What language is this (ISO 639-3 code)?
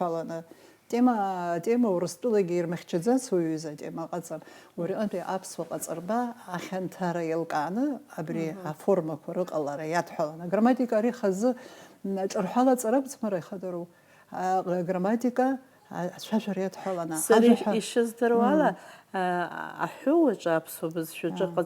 abk